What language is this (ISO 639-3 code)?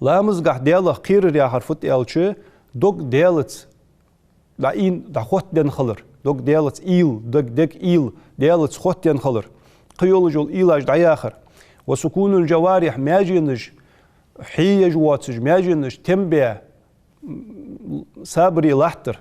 inh